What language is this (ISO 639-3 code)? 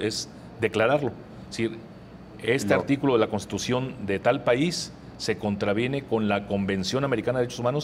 spa